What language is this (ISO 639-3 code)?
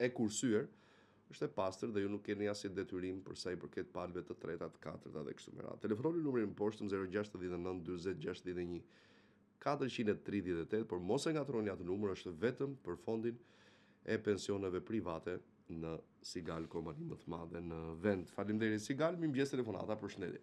sqi